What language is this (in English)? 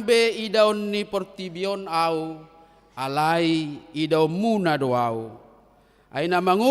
Batak Toba